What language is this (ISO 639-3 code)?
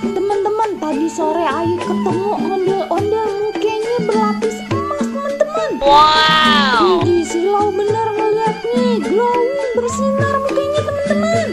bew